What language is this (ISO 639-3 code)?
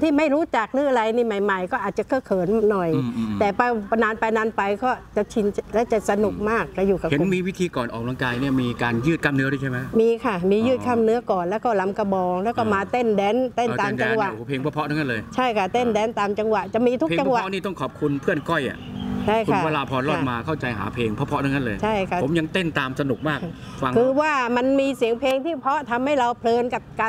tha